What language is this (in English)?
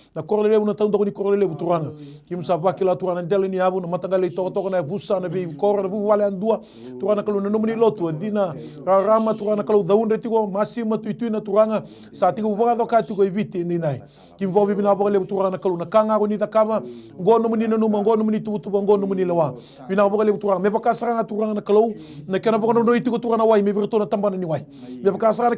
Fijian